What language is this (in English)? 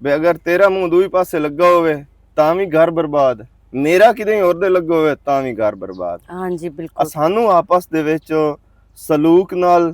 Western Panjabi